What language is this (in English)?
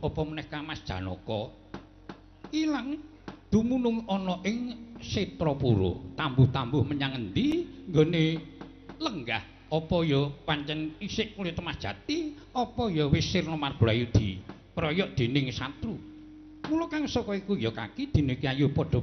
Javanese